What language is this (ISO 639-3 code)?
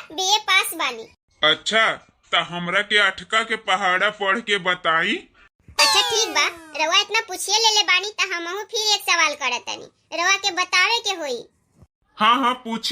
bho